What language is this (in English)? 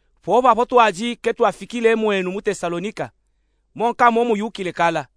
Luba-Katanga